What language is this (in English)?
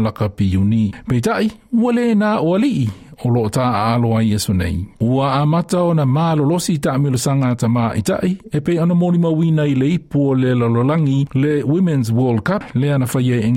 Samoan